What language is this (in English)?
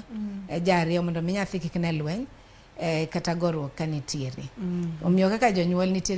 Luo (Kenya and Tanzania)